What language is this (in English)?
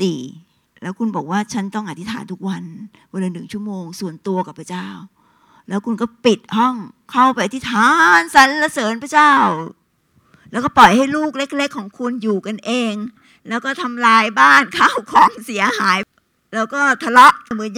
Thai